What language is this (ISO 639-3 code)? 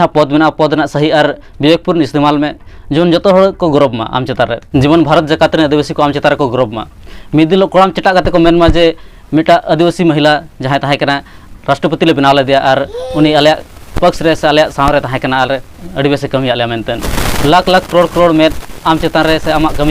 sat